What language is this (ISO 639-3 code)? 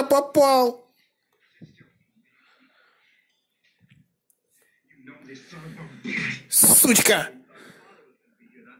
rus